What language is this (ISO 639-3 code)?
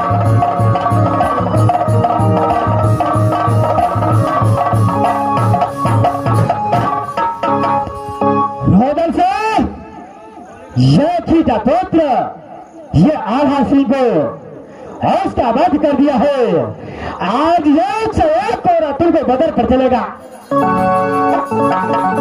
hin